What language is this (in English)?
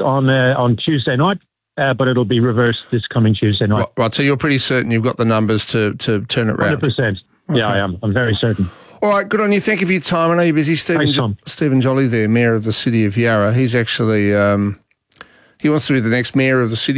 English